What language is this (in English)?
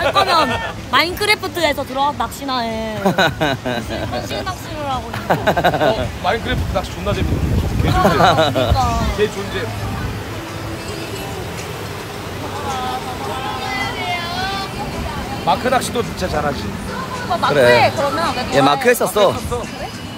Korean